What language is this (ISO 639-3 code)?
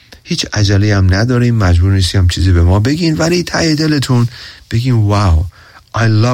fas